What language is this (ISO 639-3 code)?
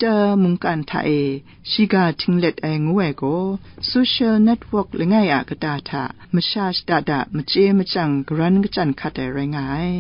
kac